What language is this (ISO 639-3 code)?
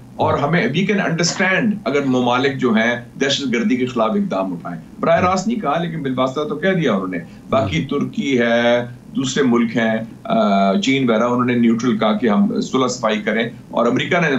urd